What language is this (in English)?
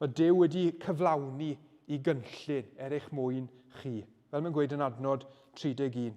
Welsh